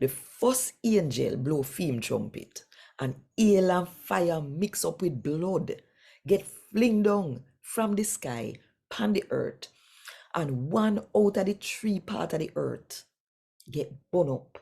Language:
Jamaican Creole English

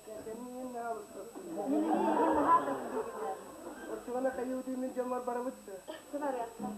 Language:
Yakut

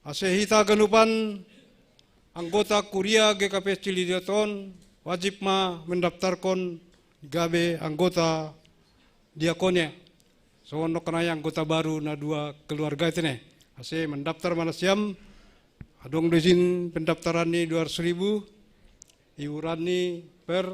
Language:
Batak Simalungun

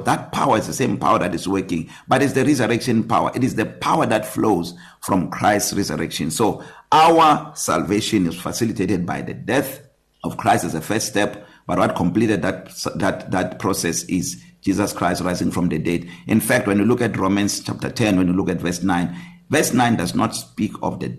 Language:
English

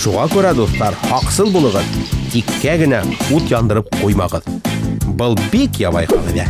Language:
Bashkir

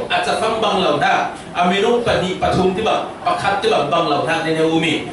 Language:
Falam Chin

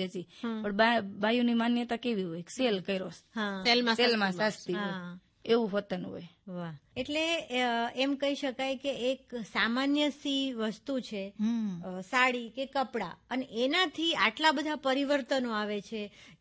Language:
Gujarati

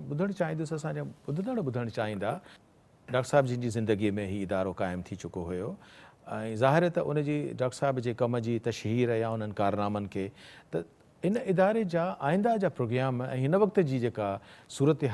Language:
Sindhi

